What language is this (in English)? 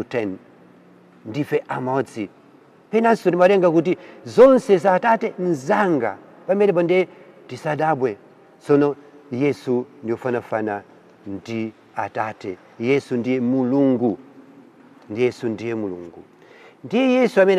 Nyanja